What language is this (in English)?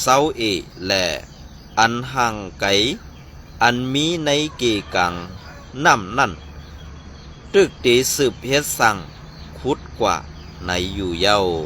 Shan